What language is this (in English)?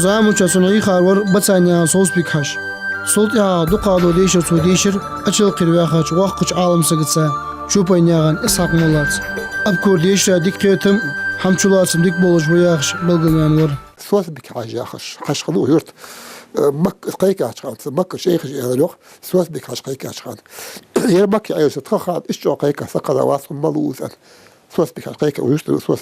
Ingush